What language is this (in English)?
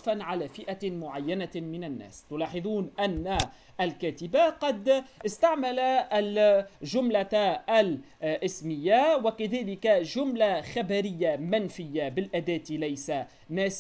Arabic